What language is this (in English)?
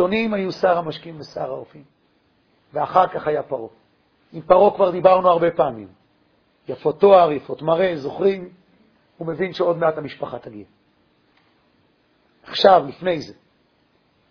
Hebrew